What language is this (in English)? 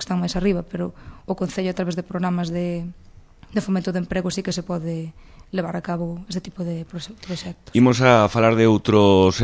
Galician